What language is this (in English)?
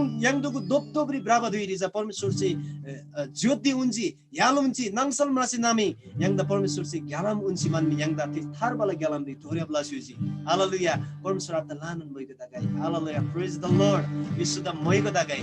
Eastern Tamang